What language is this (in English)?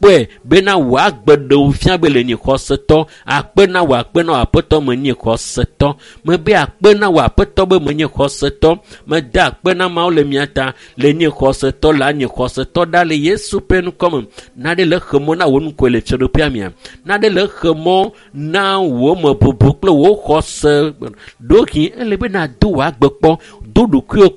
Ewe